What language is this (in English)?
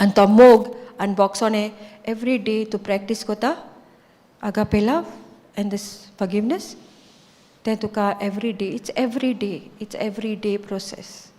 Konkani